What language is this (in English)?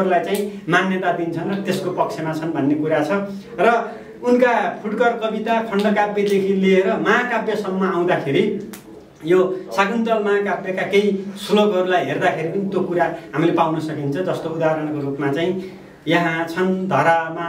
Nepali